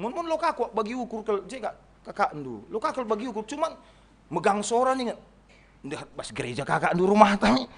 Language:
Batak Karo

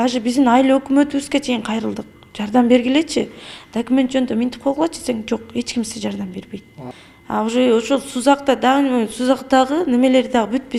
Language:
Kyrgyz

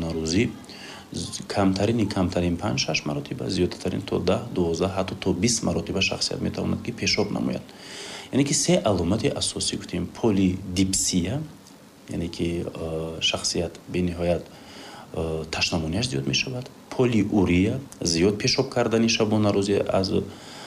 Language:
Tajik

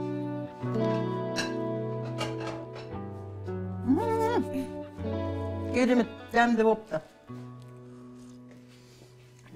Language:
Kazakh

